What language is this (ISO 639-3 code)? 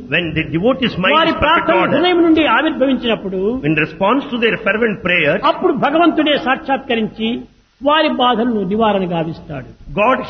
tel